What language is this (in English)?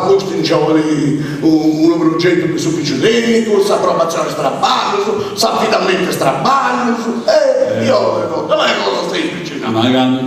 Sardinian